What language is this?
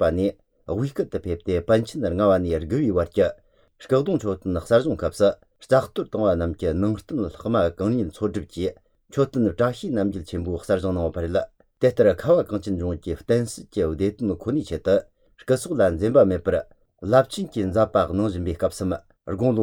Latvian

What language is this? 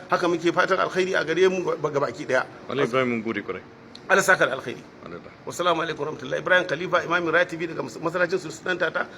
Hausa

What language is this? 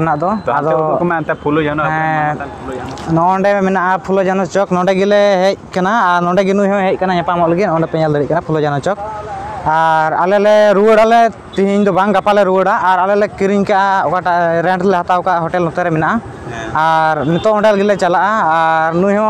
Santali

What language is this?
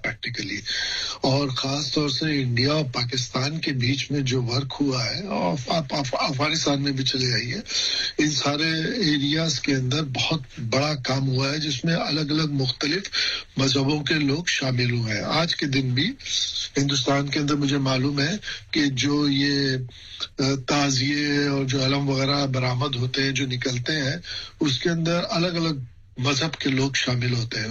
Urdu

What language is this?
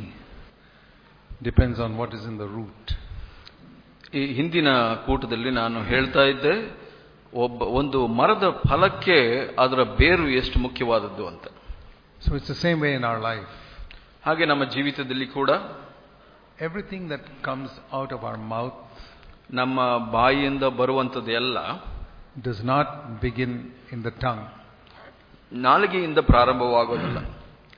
Kannada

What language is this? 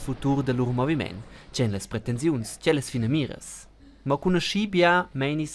Romansh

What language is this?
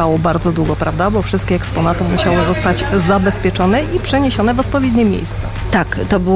Polish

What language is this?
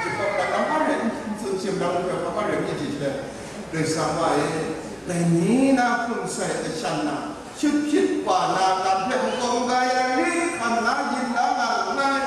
Kachin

